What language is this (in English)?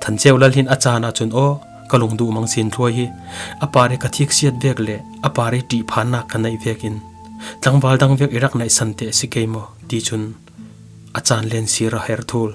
Falam Chin